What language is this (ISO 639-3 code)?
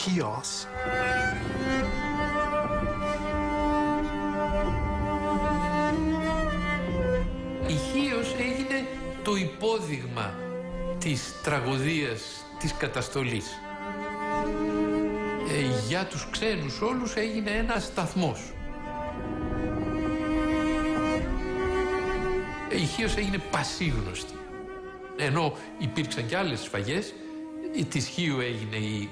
ell